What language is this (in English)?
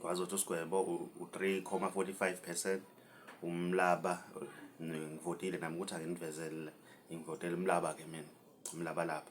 Zulu